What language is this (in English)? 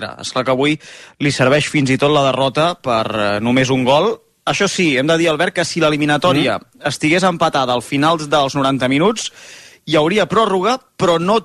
Catalan